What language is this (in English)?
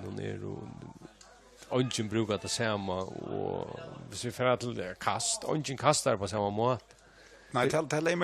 Faroese